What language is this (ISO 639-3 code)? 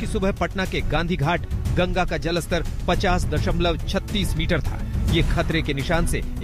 hin